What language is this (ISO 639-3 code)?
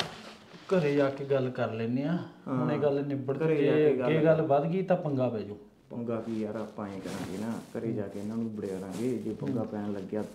pan